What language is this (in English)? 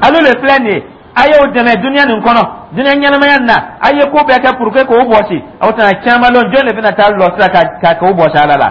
Dyula